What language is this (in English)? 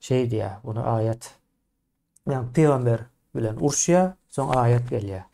Turkmen